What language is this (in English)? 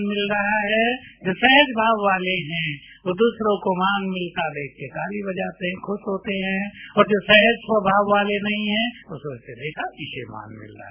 Hindi